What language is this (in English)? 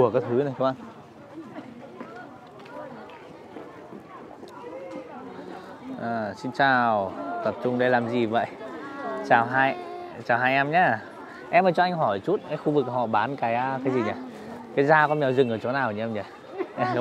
Vietnamese